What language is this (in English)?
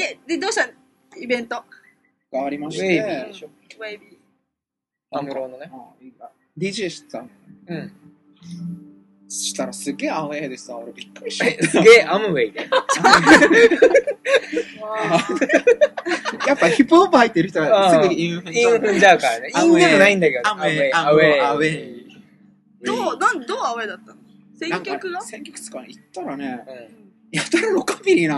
Japanese